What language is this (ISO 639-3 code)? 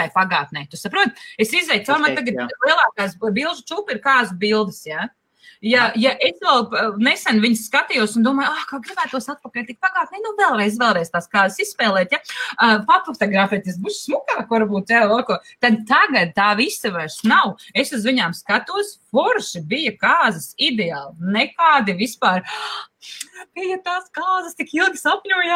lav